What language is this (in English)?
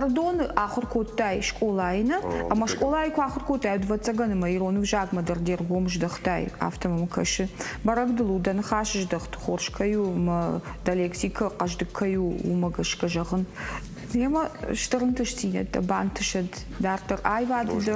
Ossetic